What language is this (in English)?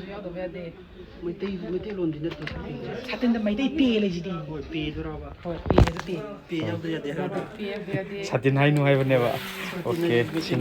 Manipuri